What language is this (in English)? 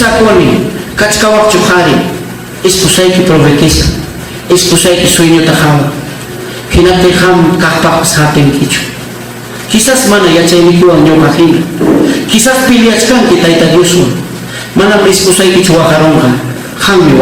Ayacucho Quechua